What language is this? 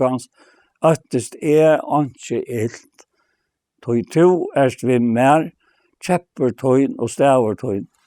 Faroese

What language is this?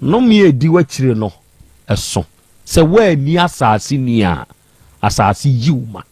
Akan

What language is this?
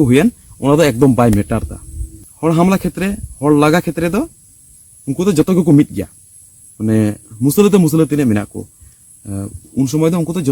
Santali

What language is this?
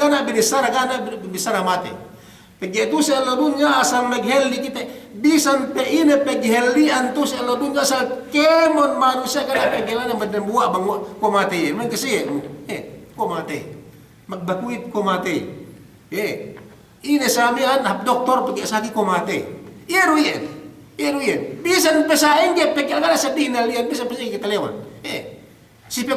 Yakan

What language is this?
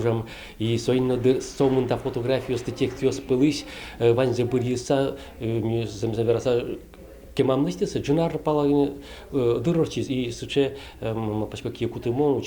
Udmurt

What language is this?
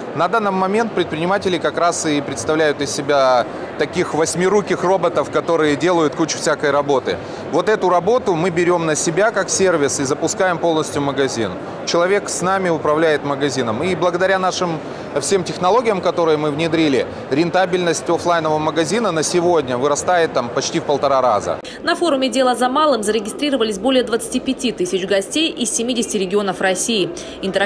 Russian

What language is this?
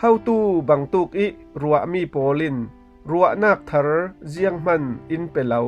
Falam Chin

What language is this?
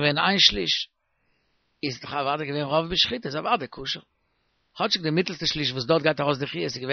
Yiddish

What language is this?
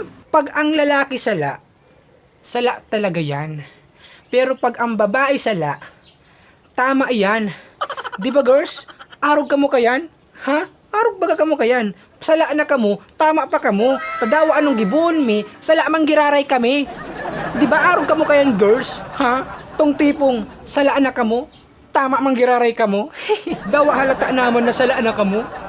Bikol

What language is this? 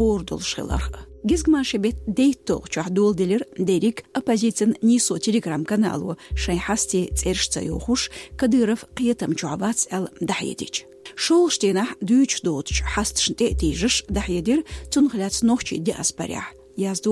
Chechen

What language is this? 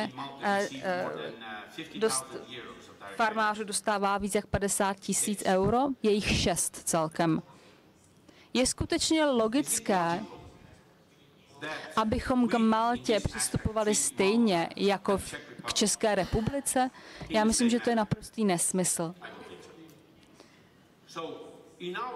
Czech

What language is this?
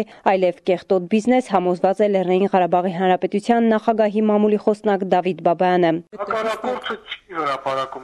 Armenian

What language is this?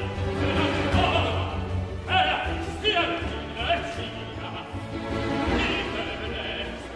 Italian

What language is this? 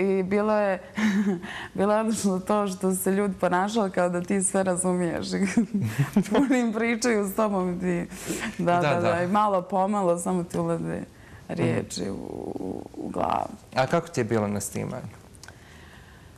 Bosnian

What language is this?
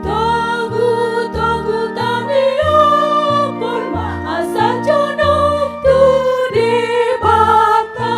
Batak Toba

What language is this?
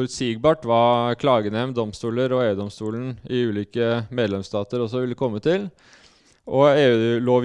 Norwegian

